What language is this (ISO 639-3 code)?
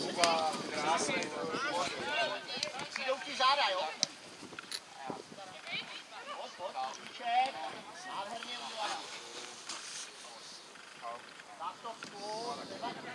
ces